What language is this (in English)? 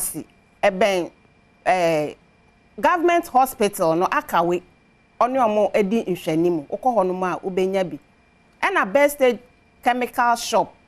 Akan